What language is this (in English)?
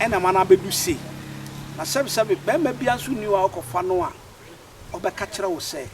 Akan